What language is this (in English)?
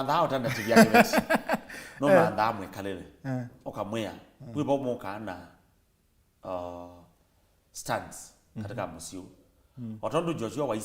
Kamba